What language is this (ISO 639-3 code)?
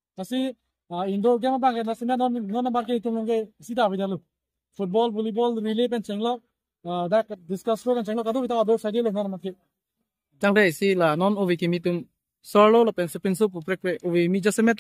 mjw